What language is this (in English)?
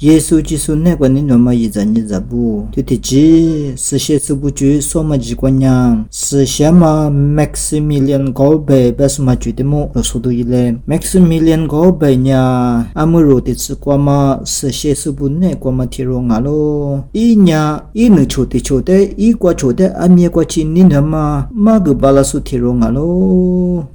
Lisu